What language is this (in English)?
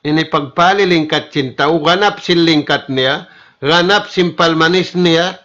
Tausug